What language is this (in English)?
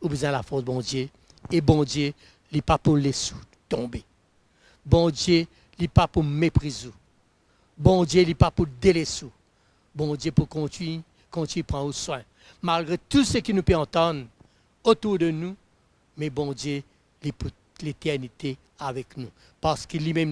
Morisyen